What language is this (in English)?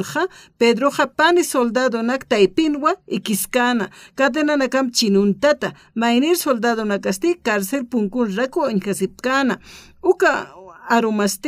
Aymara